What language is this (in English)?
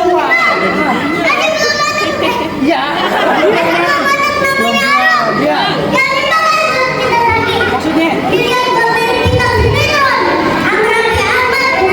Betawi